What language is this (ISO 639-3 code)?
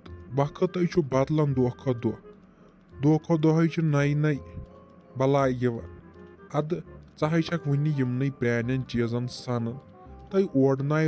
kas